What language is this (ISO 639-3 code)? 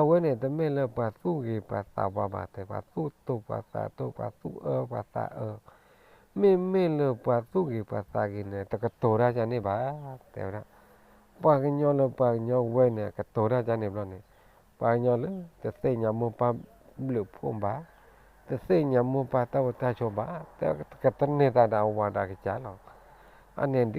ksw